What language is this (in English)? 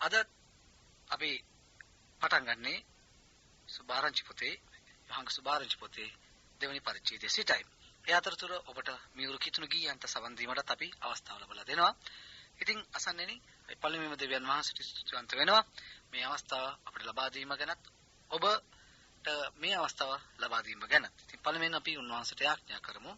Sinhala